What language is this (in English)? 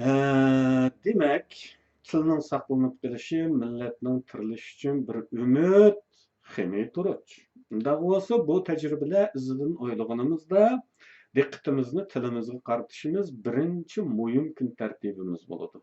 Uyghur